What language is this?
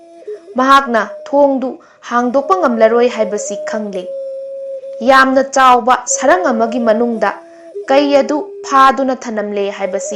Manipuri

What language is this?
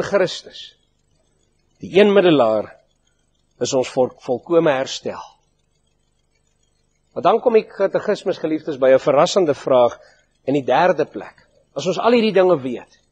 Afrikaans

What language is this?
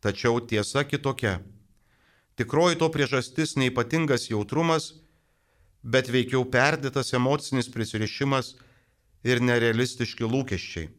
Lithuanian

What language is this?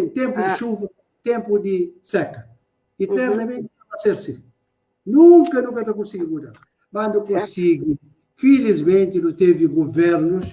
Kabuverdianu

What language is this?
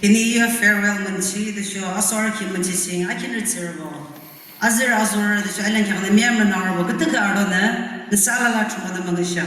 Yimchungru Naga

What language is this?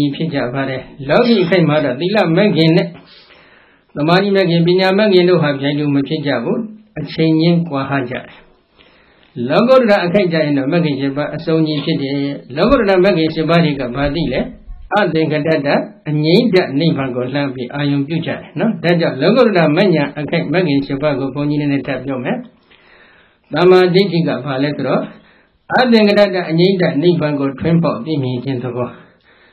Burmese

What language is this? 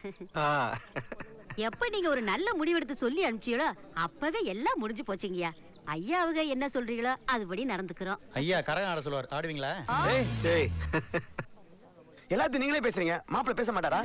Tamil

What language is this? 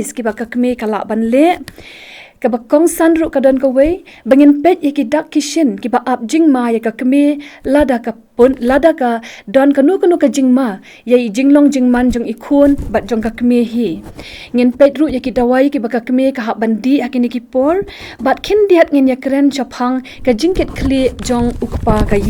Khasi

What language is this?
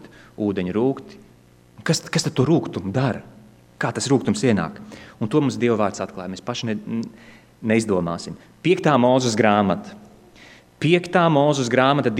Latvian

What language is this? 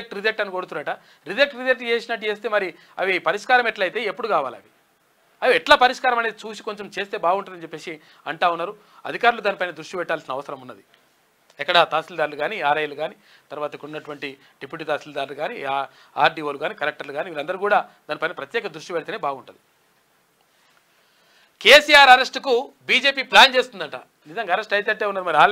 Telugu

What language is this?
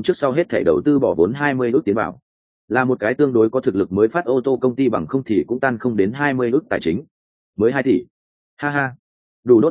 Vietnamese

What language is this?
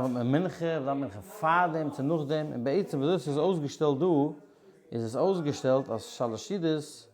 Yiddish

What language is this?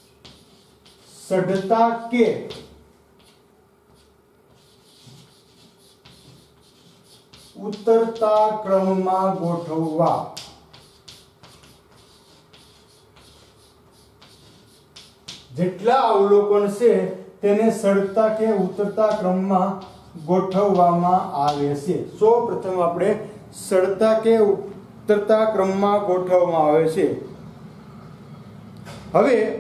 Gujarati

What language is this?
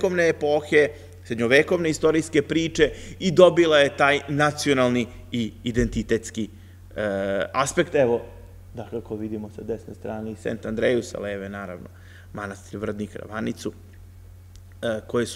Serbian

